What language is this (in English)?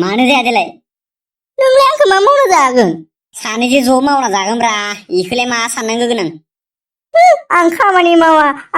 Bodo